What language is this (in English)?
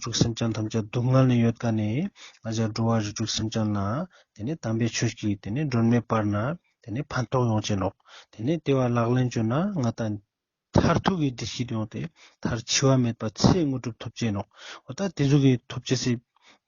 Ladakhi